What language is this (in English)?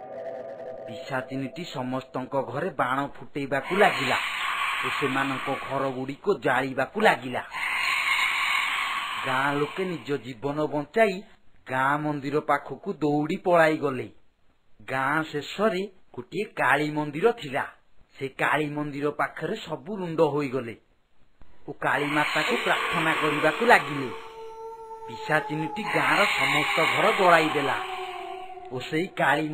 Odia